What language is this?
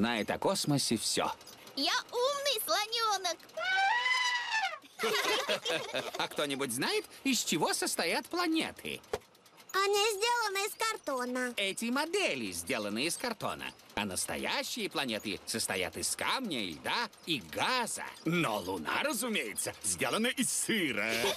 Russian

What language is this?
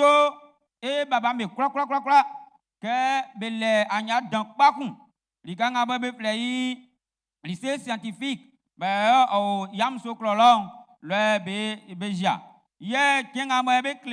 Baoulé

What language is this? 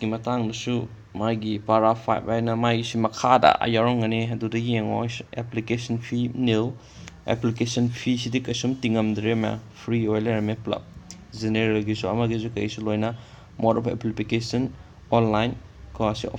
Manipuri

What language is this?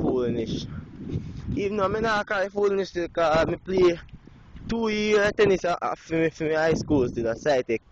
Jamaican Creole English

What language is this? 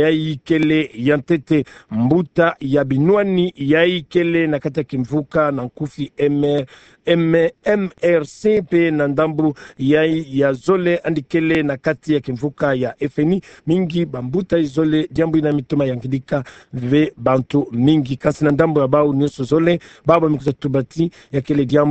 Kituba (Democratic Republic of Congo)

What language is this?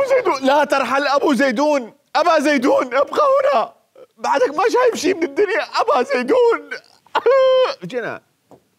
Mesopotamian Arabic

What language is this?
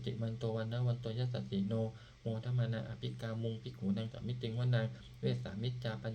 Pali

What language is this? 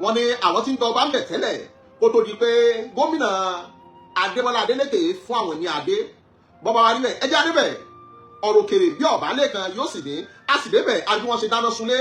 Yoruba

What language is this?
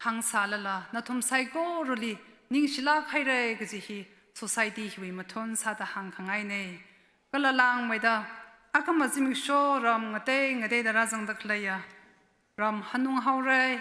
Tangkhul Naga (India)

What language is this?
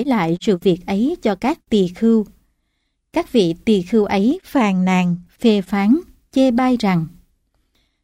Vietnamese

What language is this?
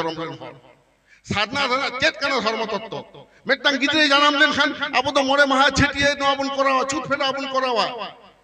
Santali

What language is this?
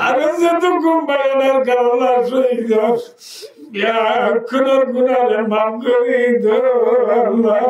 Rohingya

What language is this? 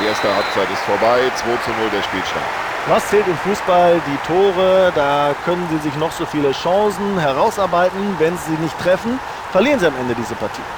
Bavarian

